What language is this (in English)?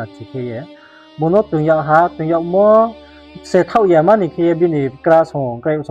Riang (India)